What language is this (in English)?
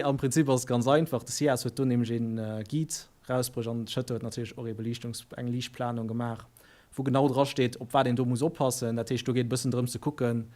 Luxembourgish